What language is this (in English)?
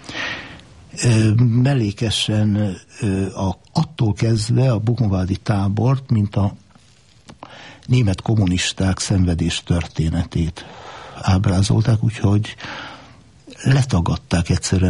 Hungarian